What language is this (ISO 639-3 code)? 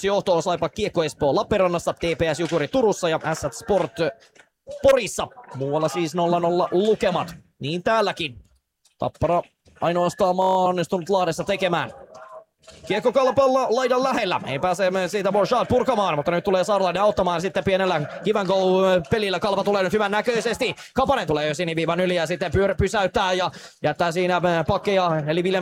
fin